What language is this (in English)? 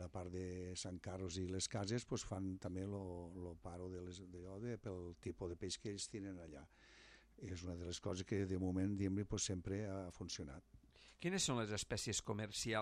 Catalan